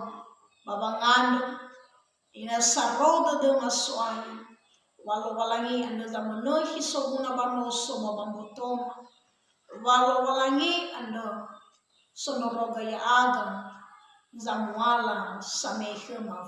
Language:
Nias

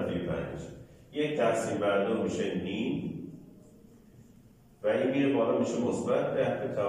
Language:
Persian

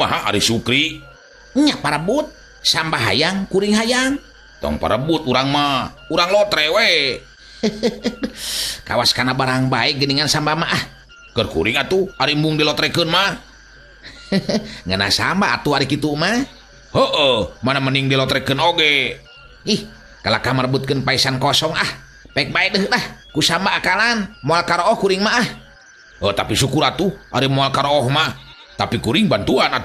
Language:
Sundanese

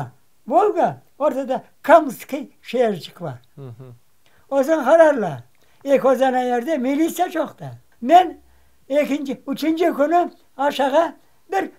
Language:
Crimean Tatar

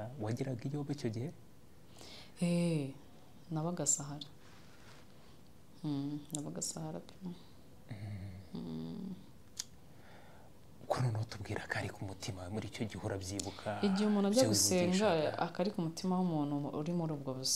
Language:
Kinyarwanda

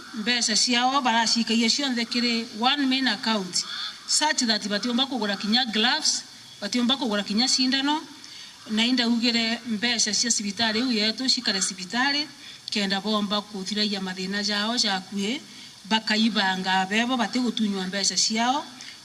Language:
Meru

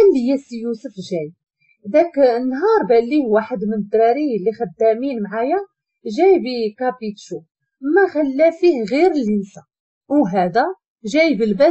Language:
Moroccan Arabic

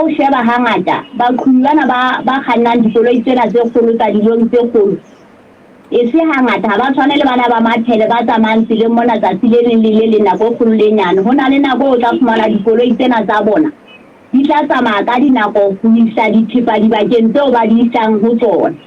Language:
Southern Sotho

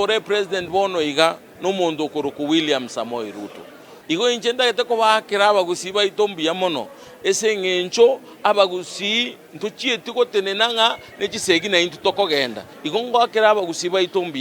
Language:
Gusii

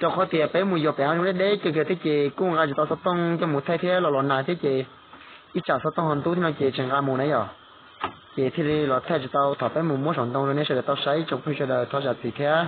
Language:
Hmong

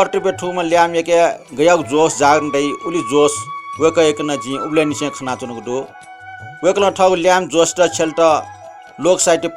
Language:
Newari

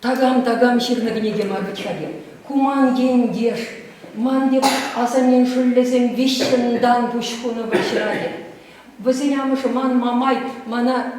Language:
Chuvash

